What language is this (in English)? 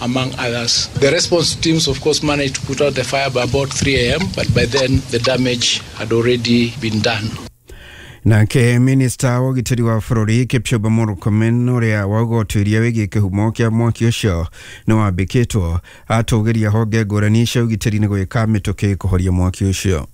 Kikuyu